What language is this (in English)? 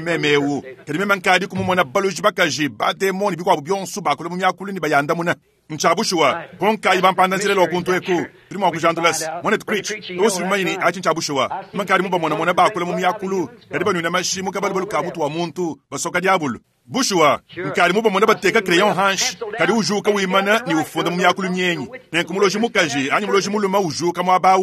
Luba-Lulua